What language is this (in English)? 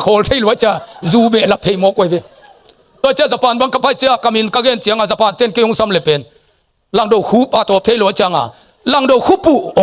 Tedim Chin